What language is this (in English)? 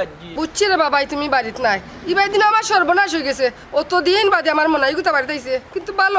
Sylheti